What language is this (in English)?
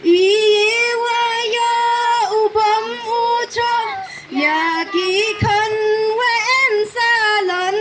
Khasi